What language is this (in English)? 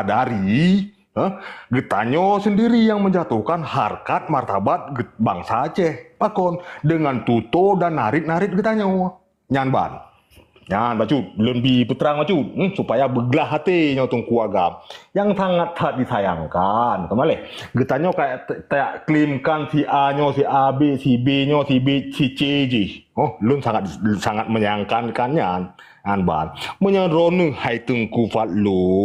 Achinese